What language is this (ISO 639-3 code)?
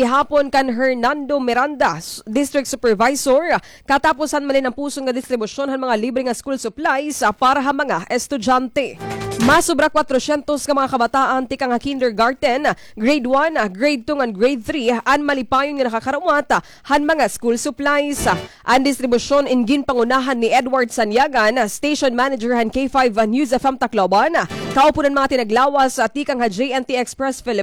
war